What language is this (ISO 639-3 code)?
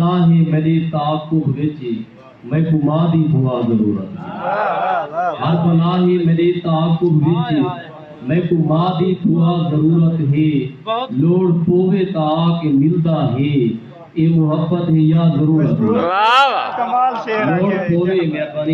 skr